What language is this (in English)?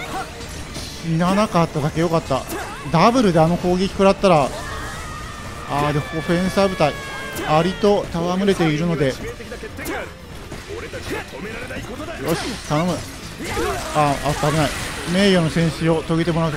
Japanese